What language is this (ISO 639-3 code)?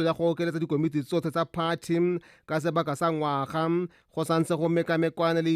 tsn